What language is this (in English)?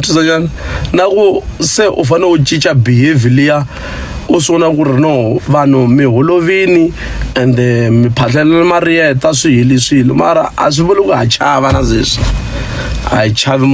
Tsonga